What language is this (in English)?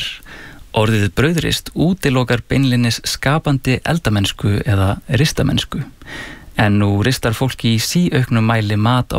Icelandic